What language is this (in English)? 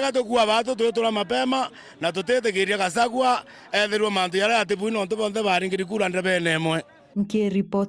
Meru